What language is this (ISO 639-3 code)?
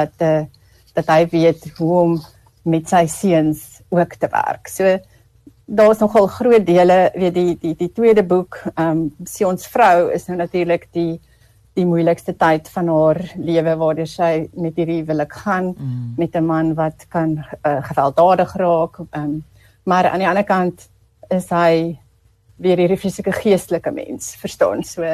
afr